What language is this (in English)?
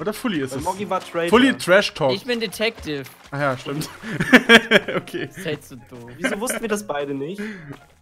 German